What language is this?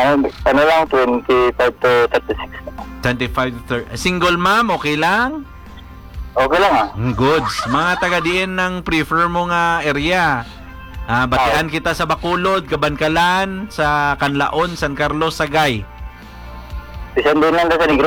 Hiligaynon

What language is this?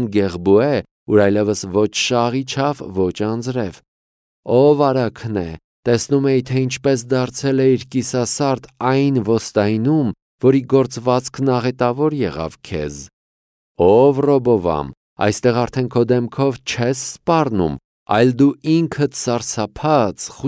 Armenian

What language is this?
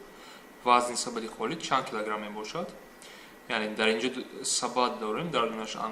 Tajik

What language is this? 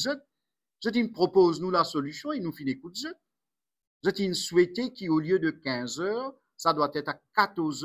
Morisyen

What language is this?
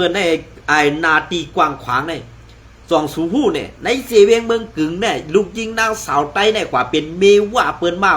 Shan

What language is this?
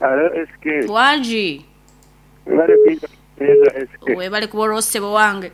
Nyankole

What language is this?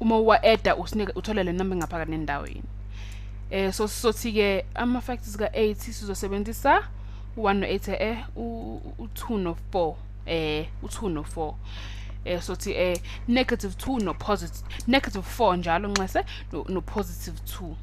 Zulu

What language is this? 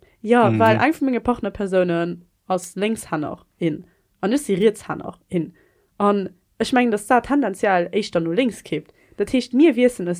Luxembourgish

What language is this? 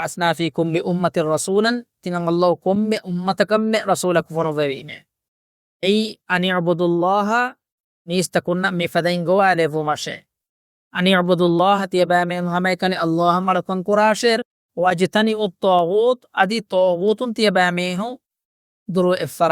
Divehi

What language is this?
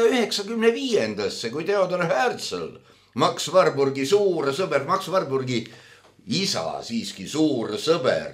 Estonian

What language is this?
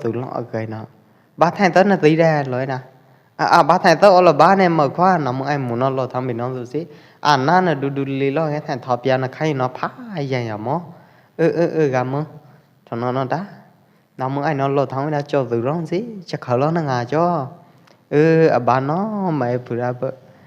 Pwo Eastern Karen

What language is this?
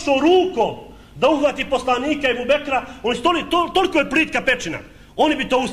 Bosnian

